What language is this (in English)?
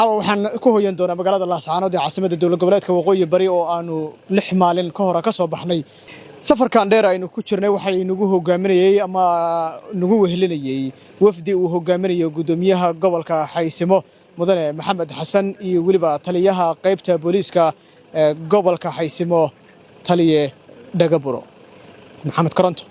Somali